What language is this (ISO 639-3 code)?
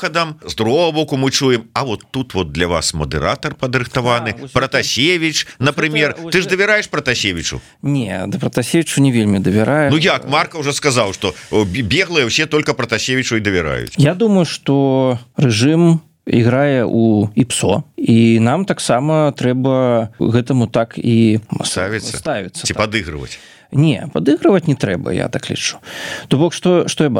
bel